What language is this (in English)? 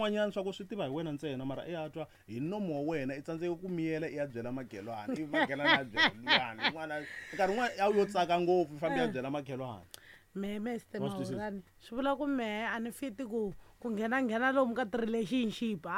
Tsonga